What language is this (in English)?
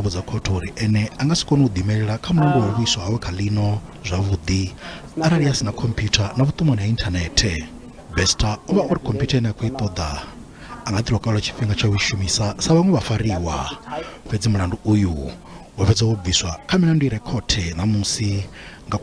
Venda